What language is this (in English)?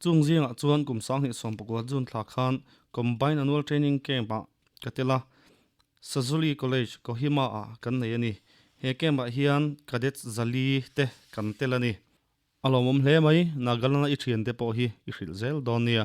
Mizo